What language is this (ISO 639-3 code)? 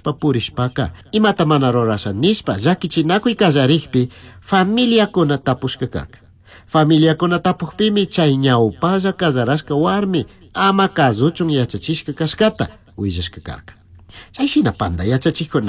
qug